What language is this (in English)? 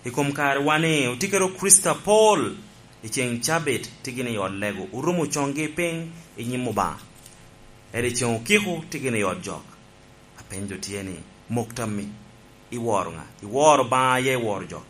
Lango (Uganda)